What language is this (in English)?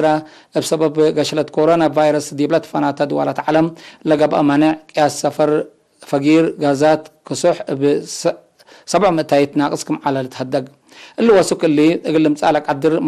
Tigre